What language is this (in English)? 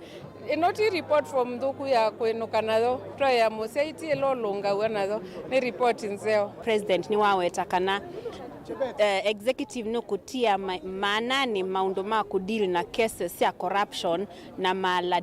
Kamba